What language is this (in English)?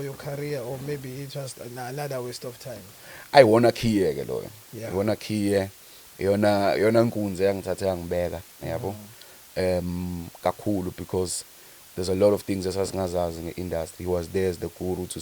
Zulu